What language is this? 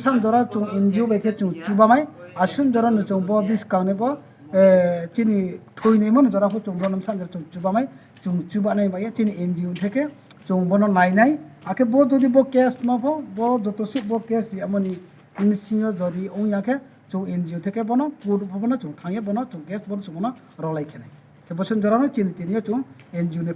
Riang (India)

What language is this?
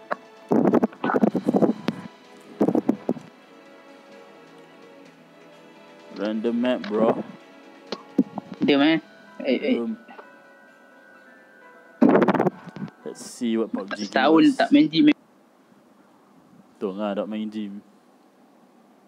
Malay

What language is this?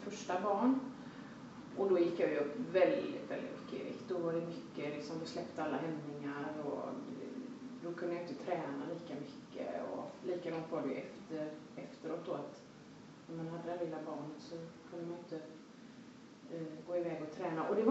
Swedish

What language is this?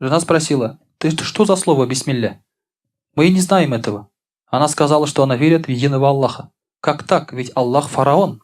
Tatar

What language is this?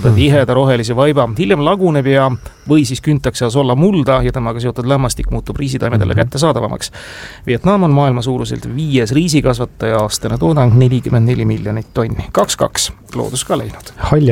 Estonian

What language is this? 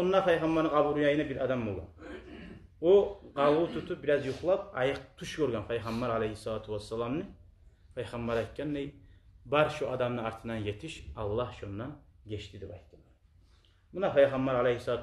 Kumyk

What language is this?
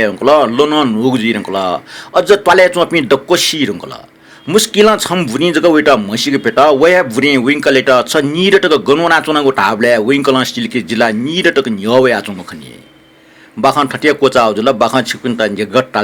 Newari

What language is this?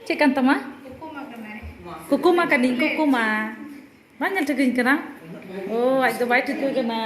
Santali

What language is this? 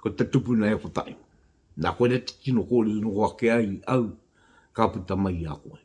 Māori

